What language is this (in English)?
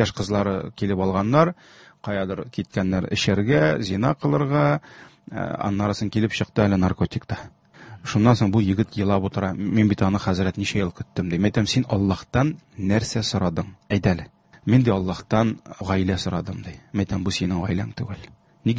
Tatar